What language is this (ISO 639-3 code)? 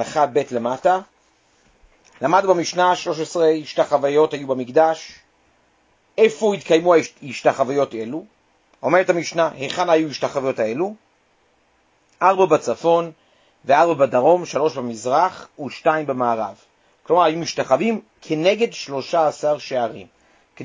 heb